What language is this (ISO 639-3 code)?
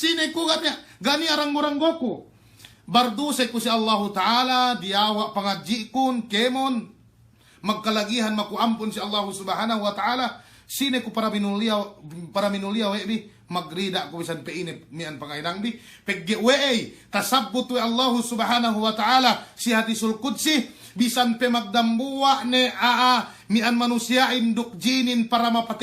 yka